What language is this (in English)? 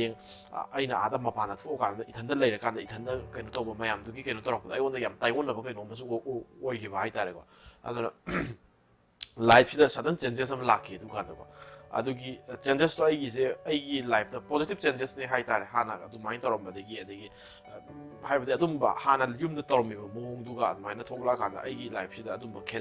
Manipuri